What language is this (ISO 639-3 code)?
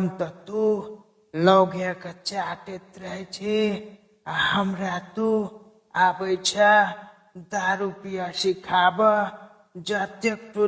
mai